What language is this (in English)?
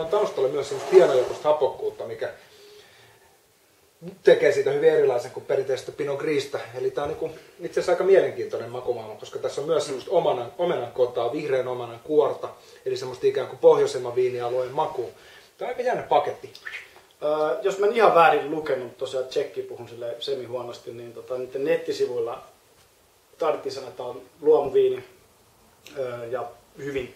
Finnish